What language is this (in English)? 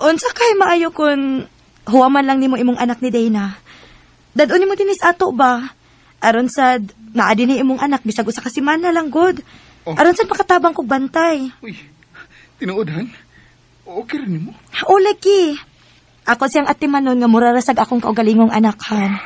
Cebuano